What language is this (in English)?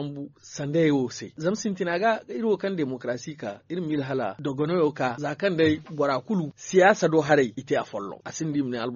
Zarma